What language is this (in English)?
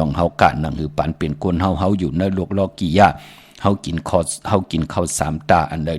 Shan